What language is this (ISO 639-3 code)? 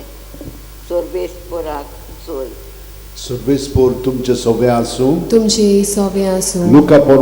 kok